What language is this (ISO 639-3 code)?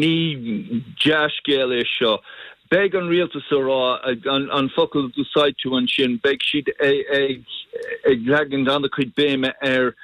gle